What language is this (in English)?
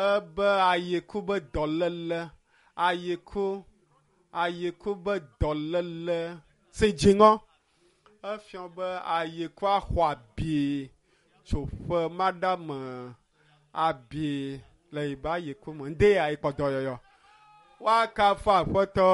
Ewe